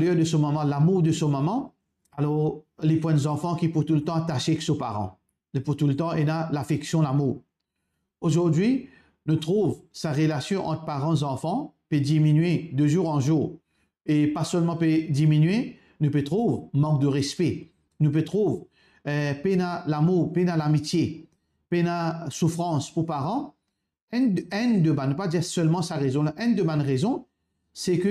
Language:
Morisyen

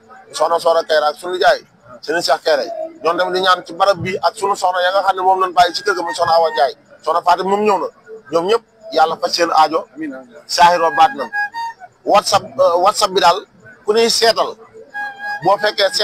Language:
Wolof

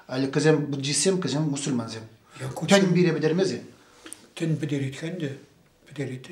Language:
Chuvash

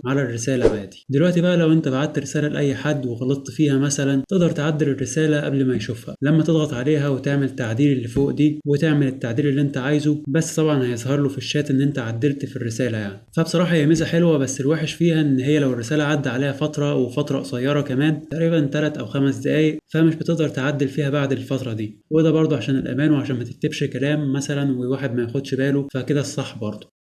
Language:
Egyptian Arabic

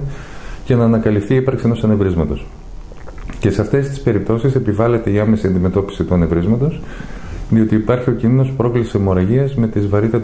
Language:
Greek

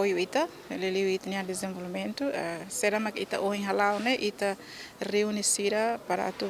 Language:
Tetum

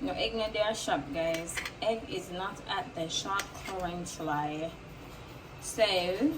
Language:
Jamaican Creole English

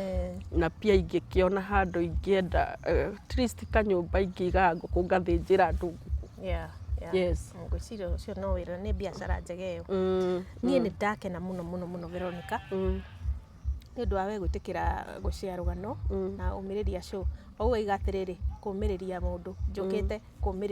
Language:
Kikuyu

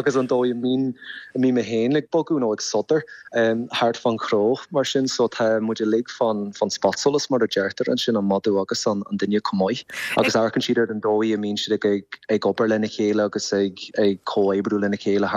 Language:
Irish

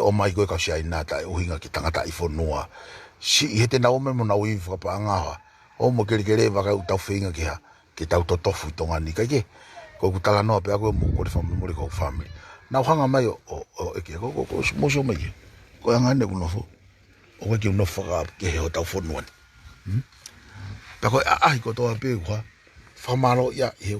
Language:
Tongan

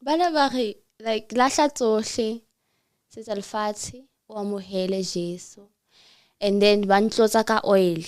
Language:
Southern Sotho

